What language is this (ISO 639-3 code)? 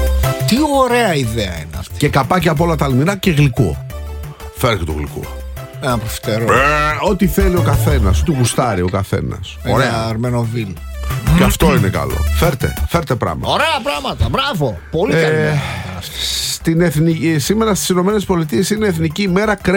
ell